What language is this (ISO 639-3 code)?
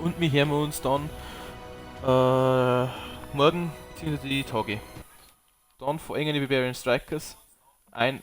bar